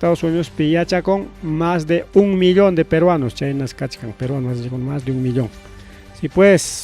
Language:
Ayacucho Quechua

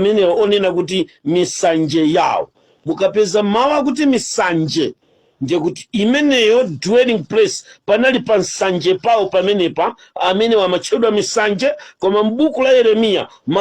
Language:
Nyanja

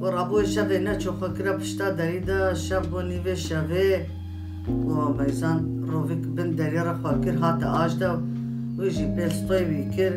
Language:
Kurdish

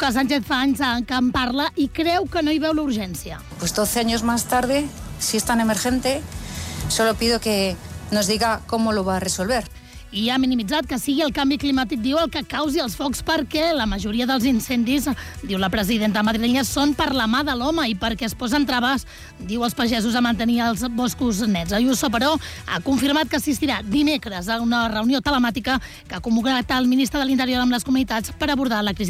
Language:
Catalan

